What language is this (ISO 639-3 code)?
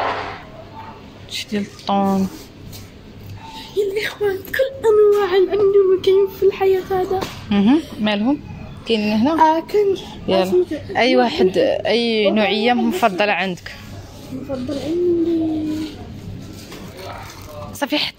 ary